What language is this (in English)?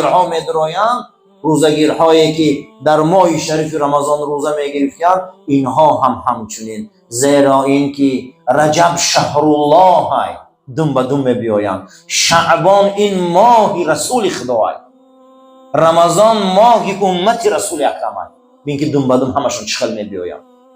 Tajik